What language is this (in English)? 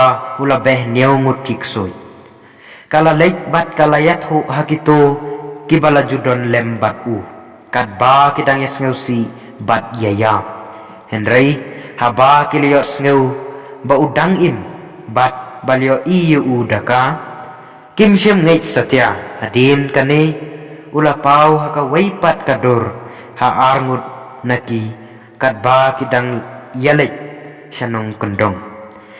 Khasi